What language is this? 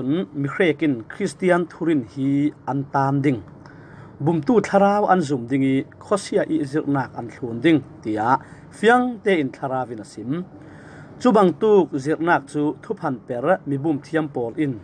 Falam Chin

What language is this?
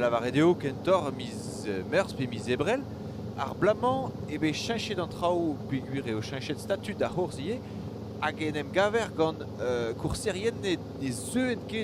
Breton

